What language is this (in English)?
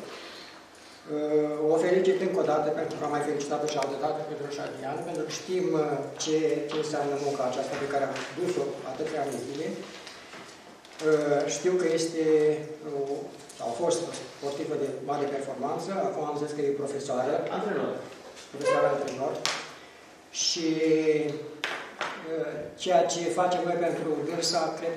Romanian